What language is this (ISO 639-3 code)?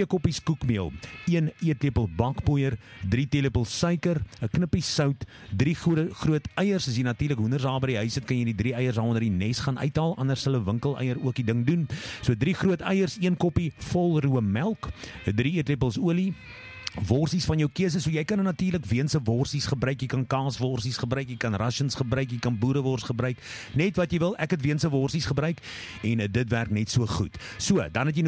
afr